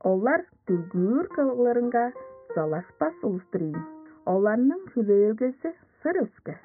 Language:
Tuvinian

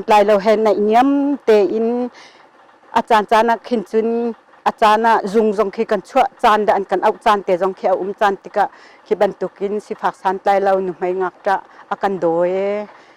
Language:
Hakha Chin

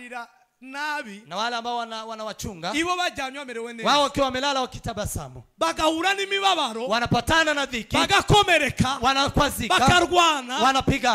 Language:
Kinyarwanda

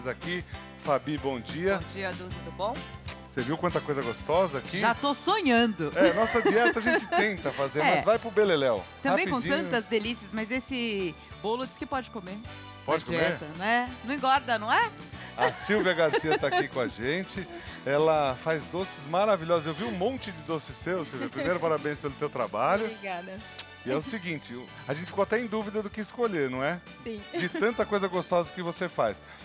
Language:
Portuguese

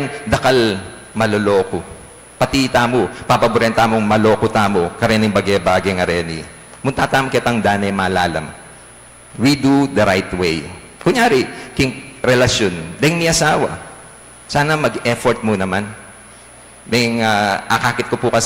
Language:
Pampanga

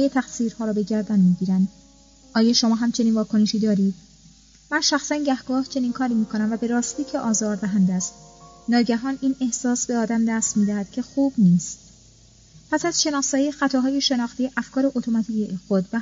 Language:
Persian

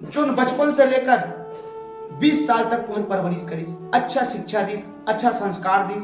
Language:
Chhattisgarhi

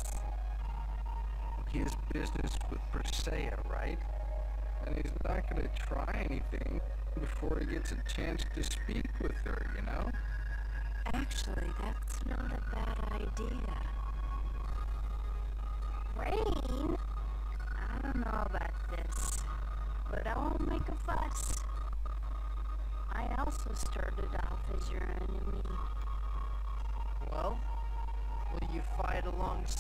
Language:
English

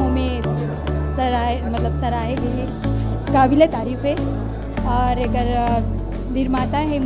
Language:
Chhattisgarhi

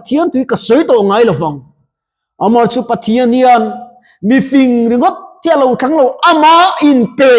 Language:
Mizo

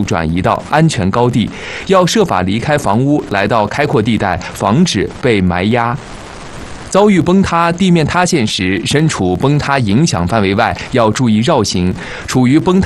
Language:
Chinese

